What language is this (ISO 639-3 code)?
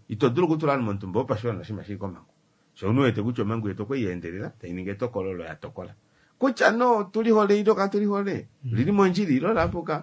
kua